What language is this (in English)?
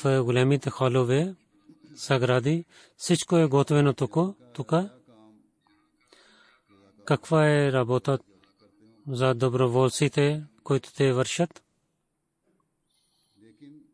Bulgarian